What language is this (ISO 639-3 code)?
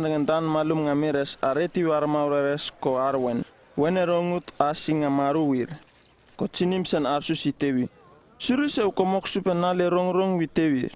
upv